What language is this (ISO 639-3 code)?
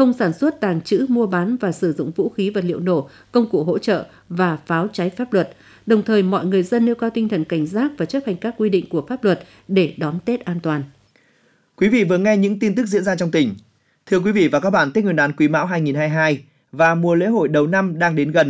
vie